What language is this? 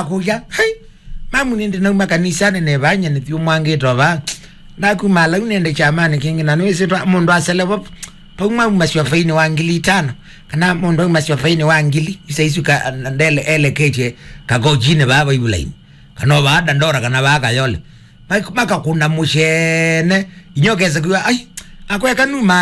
Kamba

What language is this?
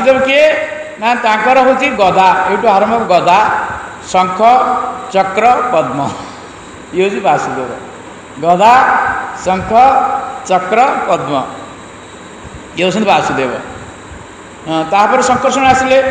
Odia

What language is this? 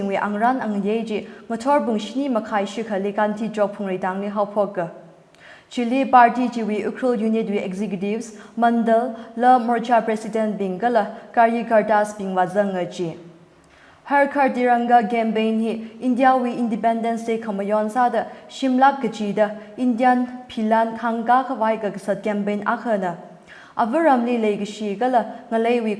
Tangkhul Naga (India)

